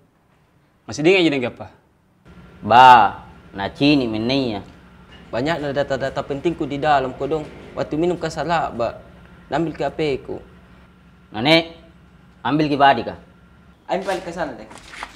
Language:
Makassar Malay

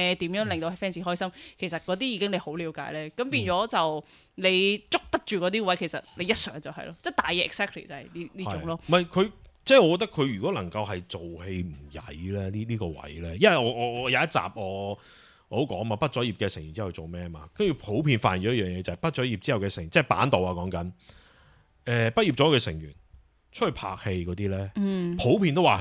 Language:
Cantonese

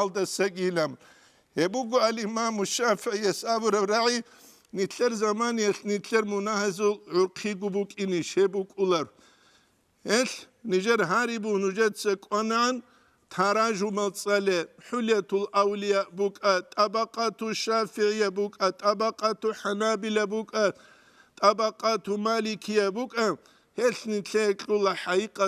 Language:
Avaric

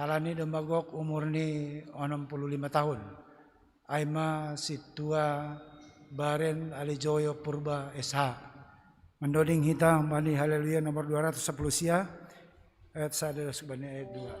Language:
Batak Simalungun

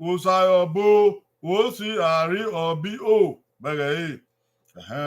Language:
Bini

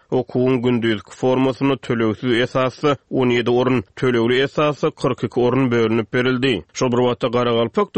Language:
Turkmen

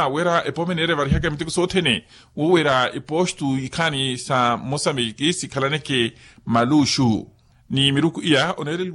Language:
Makhuwa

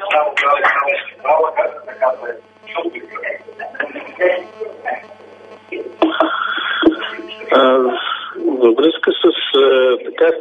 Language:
Bulgarian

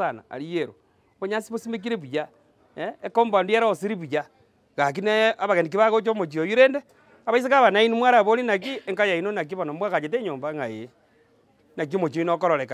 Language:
Gusii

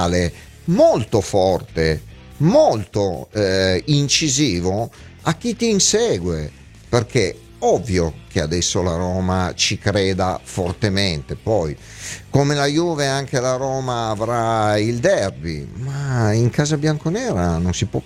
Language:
Italian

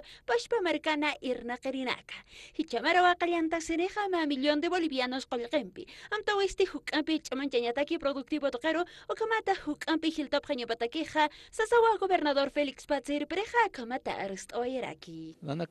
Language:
Aymara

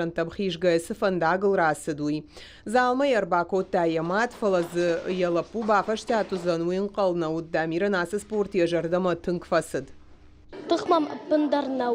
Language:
Ossetic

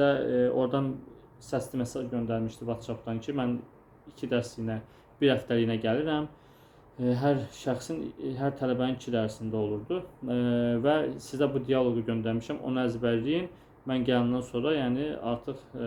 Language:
Azerbaijani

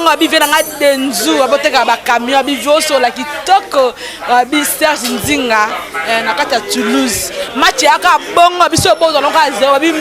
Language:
Lingala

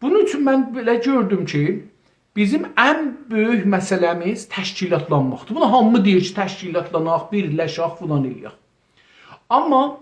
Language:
South Azerbaijani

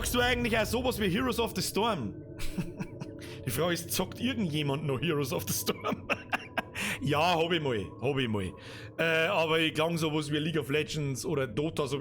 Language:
Bavarian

